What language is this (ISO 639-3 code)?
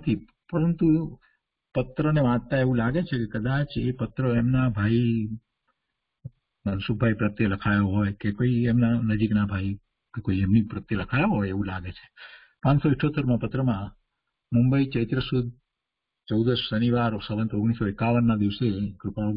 guj